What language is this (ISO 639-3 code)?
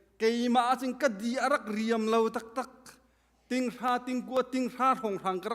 cnh